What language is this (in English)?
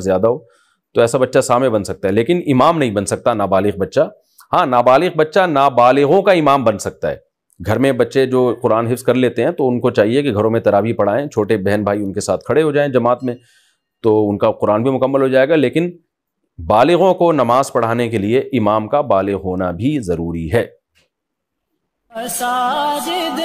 Urdu